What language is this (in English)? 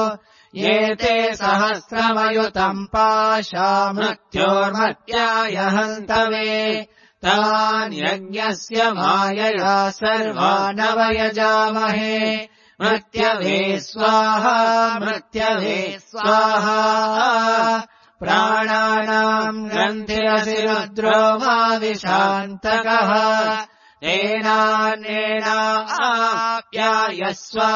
Sanskrit